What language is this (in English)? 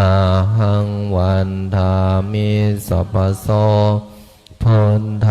Pali